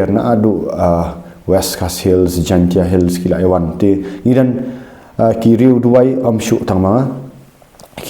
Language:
Khasi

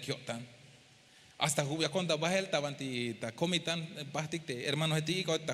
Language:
Tzeltal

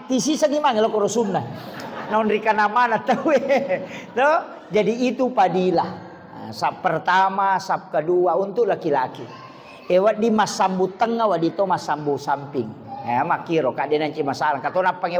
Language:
Buginese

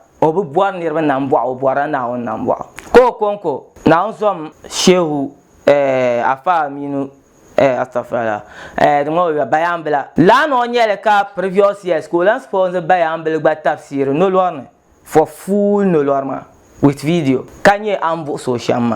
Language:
Dagbani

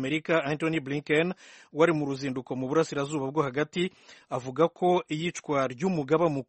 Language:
Kinyarwanda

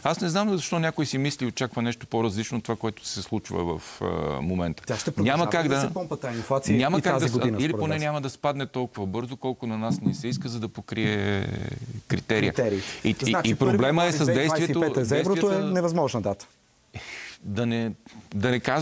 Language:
Bulgarian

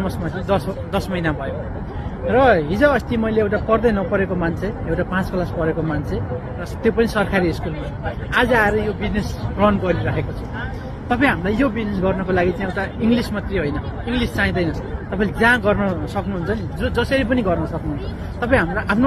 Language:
Nepali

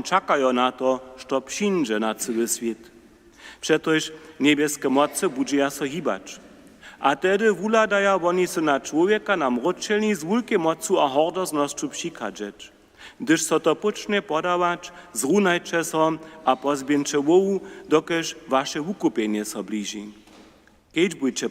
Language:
Upper Sorbian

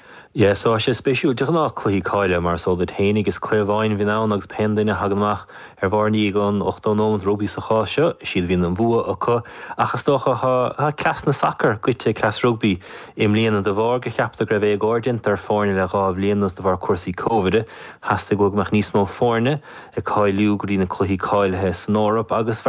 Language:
Irish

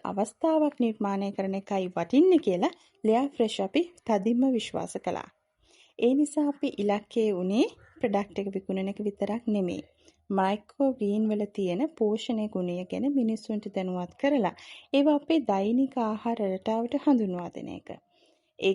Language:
Sinhala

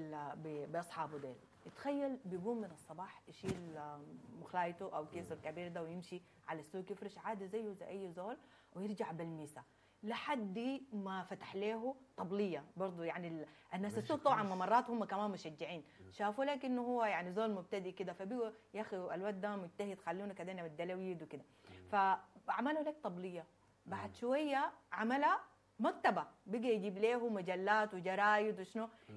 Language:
Sudanese Arabic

